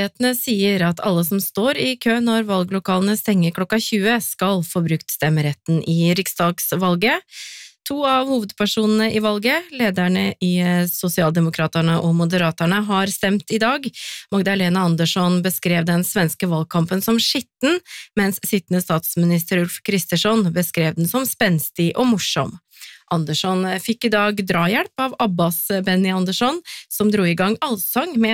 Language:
Norwegian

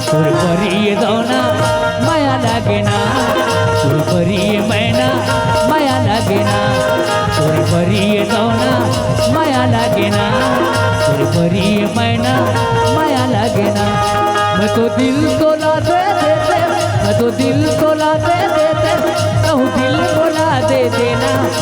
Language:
Chhattisgarhi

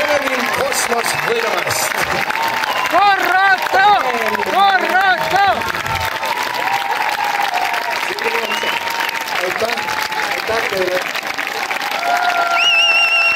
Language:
Estonian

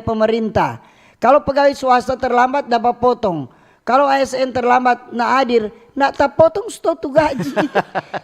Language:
Manado Malay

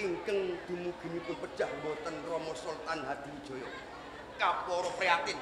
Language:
Javanese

